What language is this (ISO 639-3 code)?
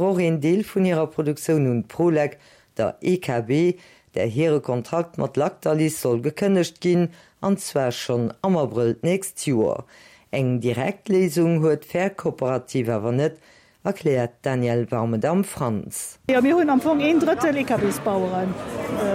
ltz